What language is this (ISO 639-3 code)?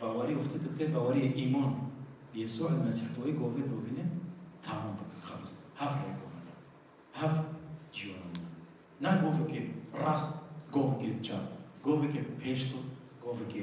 kur